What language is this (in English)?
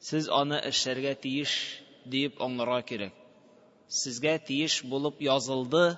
Tatar